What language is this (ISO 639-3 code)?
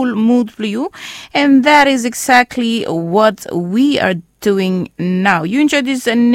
bis